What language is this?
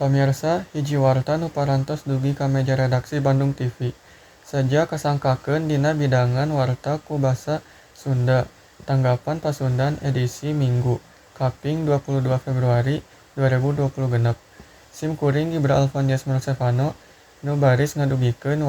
Sundanese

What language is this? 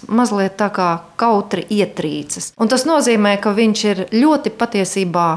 Latvian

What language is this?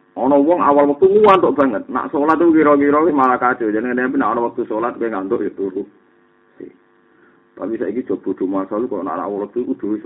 Javanese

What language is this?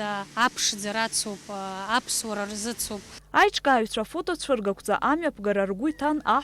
Abkhazian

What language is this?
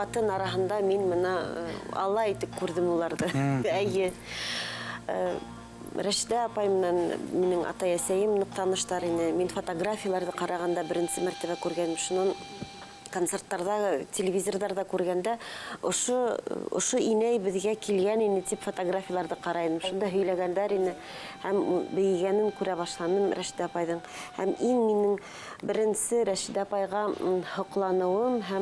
Bashkir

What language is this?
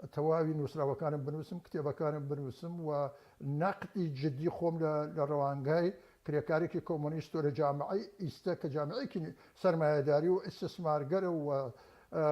Central Kurdish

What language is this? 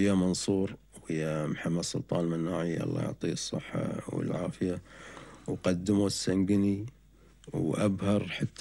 Gulf Arabic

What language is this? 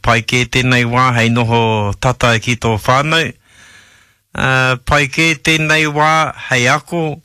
Māori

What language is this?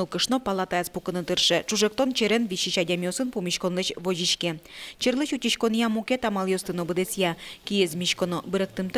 Udmurt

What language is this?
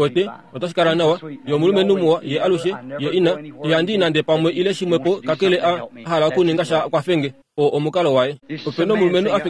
Kuanyama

